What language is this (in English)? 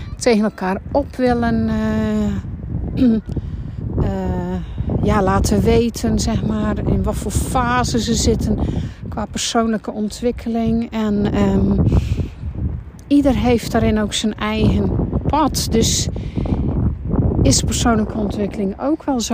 Dutch